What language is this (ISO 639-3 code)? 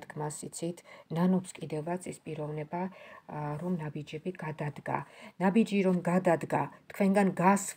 kat